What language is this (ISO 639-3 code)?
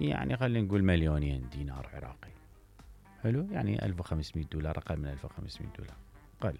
acm